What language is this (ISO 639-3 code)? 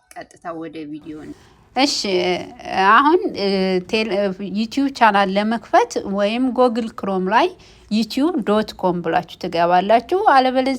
amh